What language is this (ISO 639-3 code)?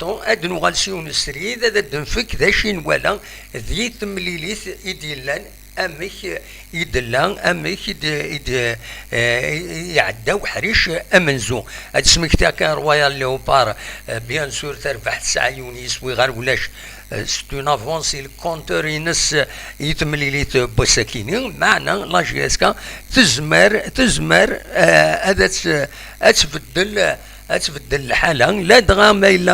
kab